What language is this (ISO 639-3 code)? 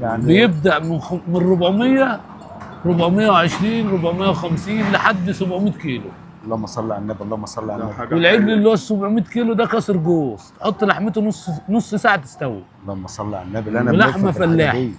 arz